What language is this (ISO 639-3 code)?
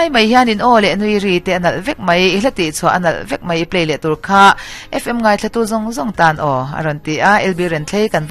lus